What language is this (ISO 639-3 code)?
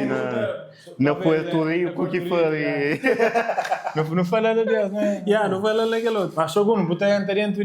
kea